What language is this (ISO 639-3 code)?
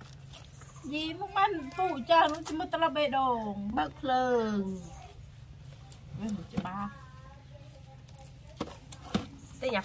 vie